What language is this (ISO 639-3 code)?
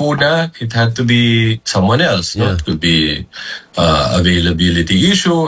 fil